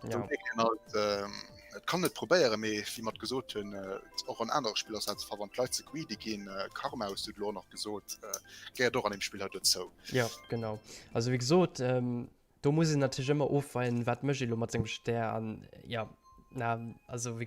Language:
Luxembourgish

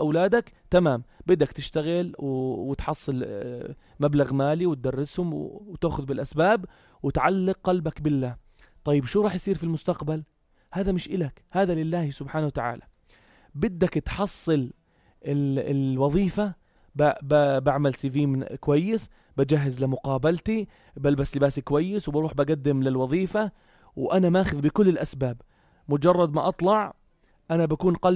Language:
North Levantine Arabic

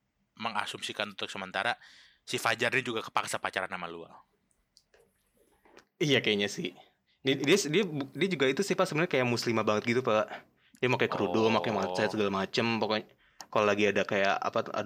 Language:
Indonesian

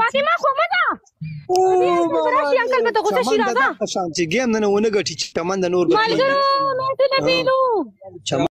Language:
Pashto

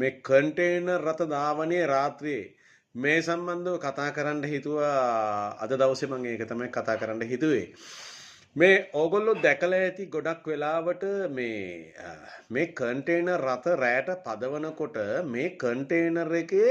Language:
Sinhala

